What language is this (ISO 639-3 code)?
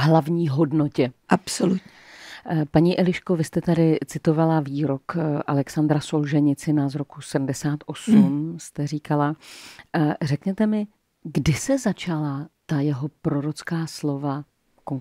ces